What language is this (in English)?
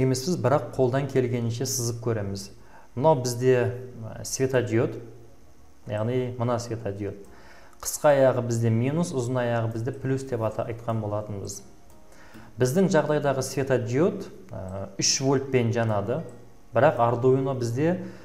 Kazakh